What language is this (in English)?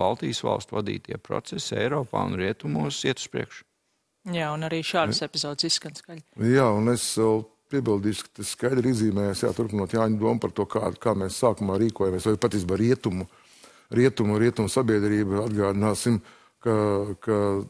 Latvian